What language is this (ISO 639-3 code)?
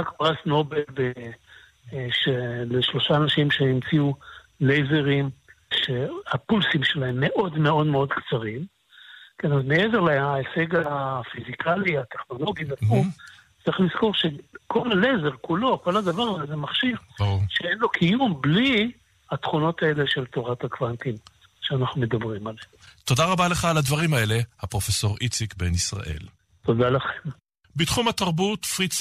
heb